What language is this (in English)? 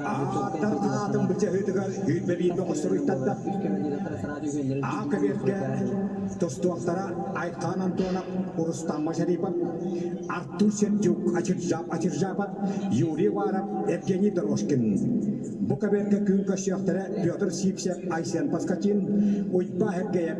Yakut